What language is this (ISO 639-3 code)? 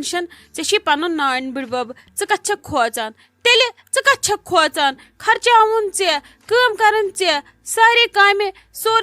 kas